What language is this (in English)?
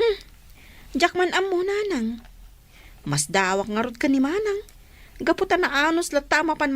Iloko